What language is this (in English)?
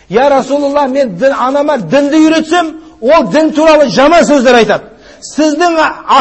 Kazakh